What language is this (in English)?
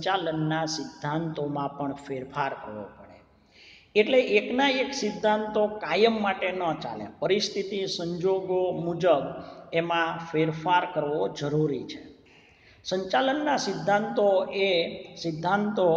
Gujarati